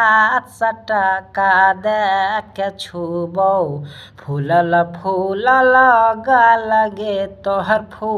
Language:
Maithili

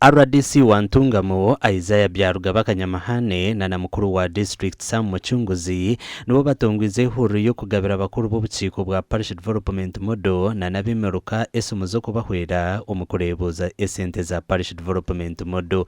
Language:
Nyankole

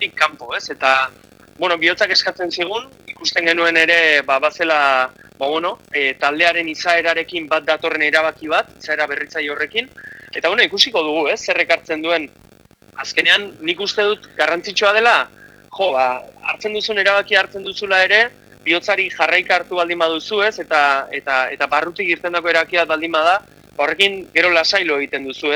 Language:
Basque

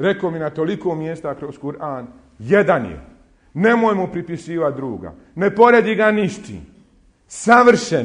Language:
Bosnian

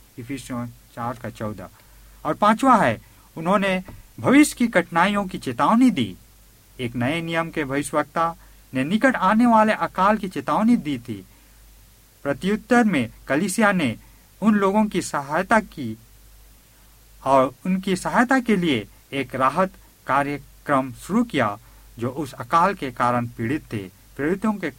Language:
Hindi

